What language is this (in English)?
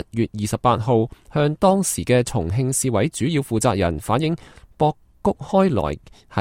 Cantonese